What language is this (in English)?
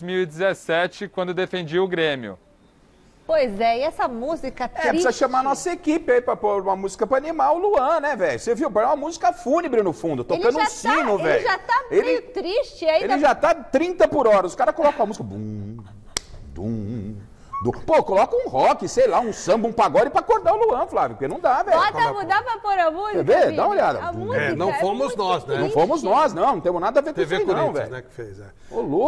Portuguese